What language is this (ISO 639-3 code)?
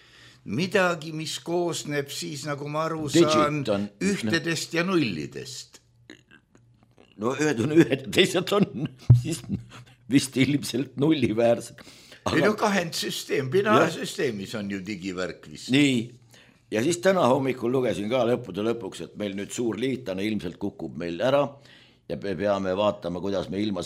est